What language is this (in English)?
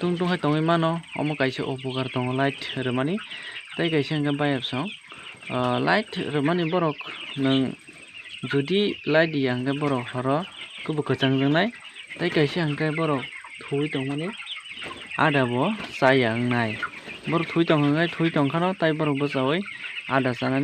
Kok Borok